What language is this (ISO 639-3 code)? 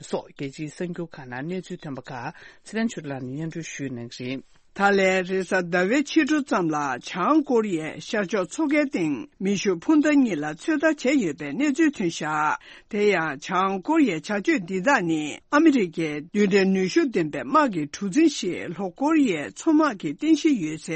bod